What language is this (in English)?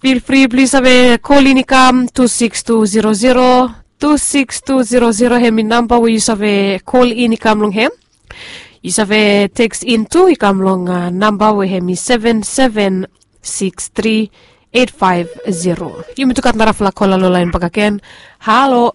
Bislama